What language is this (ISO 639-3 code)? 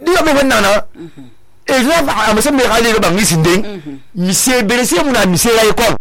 sus